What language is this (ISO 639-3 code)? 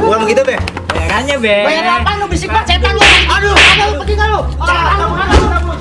bew